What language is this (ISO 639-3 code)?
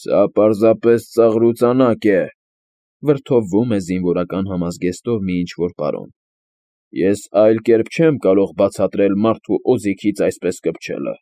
hye